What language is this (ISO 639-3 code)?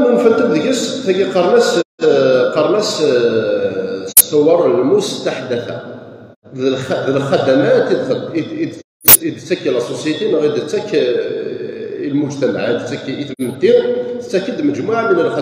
kab